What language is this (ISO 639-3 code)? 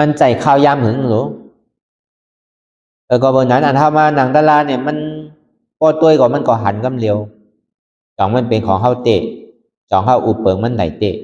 shn